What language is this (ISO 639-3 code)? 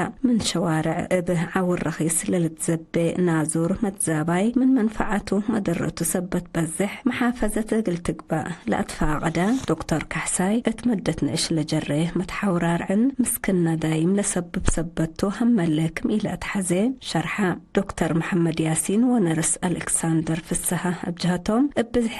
tig